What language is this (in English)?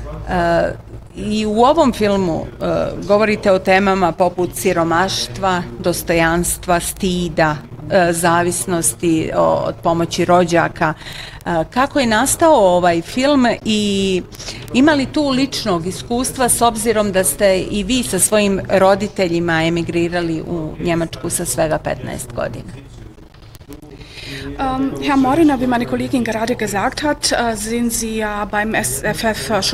Bosnian